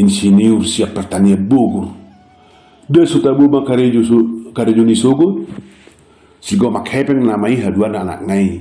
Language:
Batak Toba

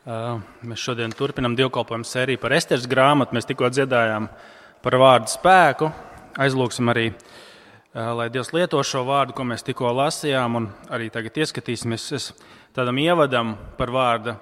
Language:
Latvian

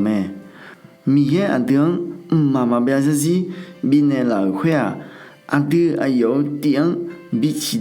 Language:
Akha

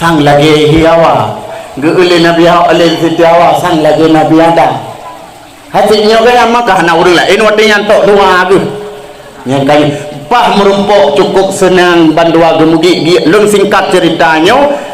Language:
Achinese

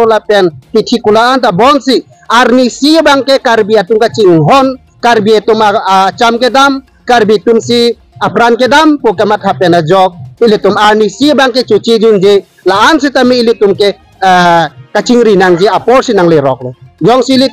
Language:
Karbi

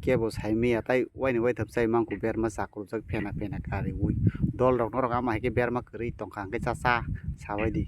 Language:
Kok Borok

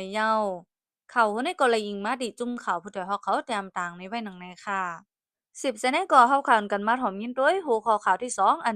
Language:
Shan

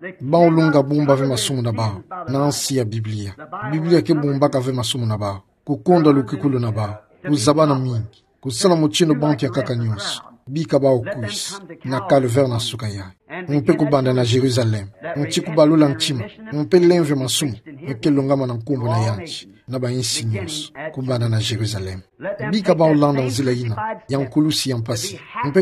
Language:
Kituba (Democratic Republic of Congo)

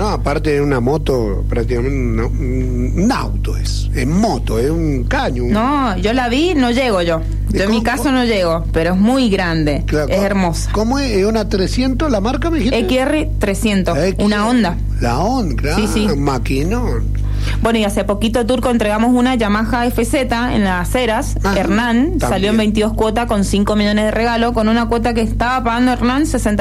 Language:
Spanish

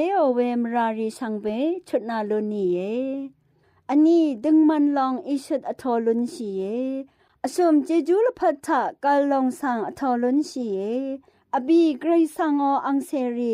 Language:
Rawang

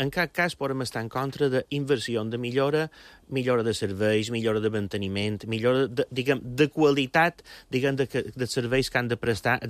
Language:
Catalan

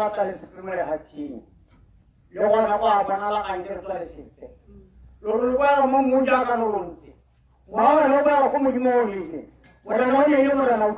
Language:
Tswana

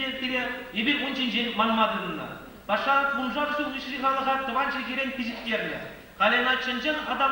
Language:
Chuvash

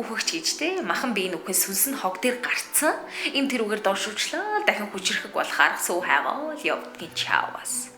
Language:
Mongolian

